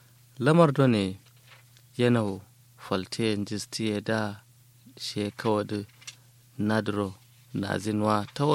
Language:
Kanuri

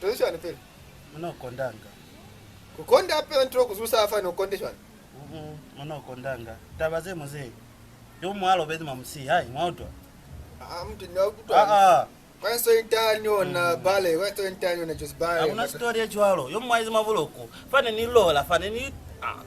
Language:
Lozi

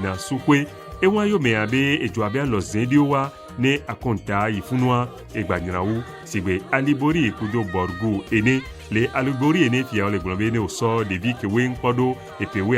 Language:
Ewe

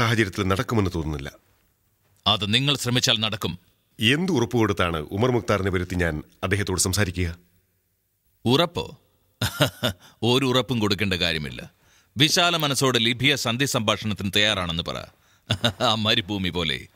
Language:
Malayalam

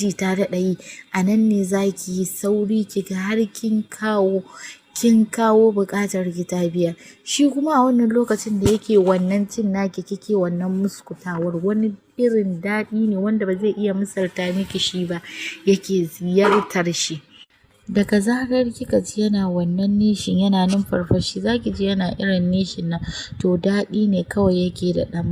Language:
Hausa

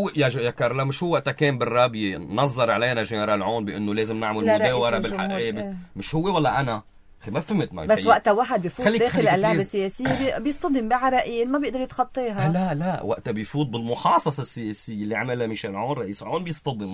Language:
North Levantine Arabic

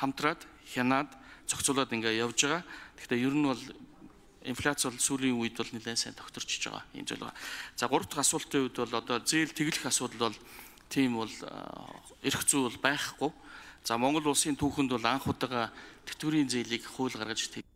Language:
Mongolian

